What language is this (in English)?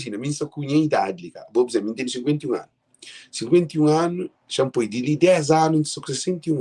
Kabuverdianu